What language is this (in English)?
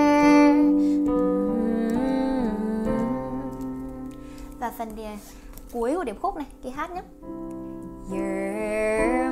Vietnamese